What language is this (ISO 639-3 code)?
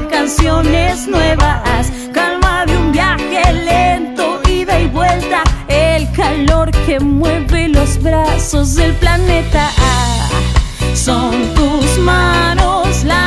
spa